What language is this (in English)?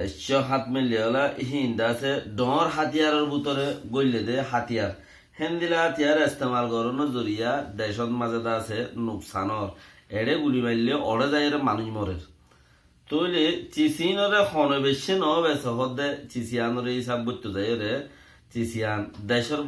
Rohingya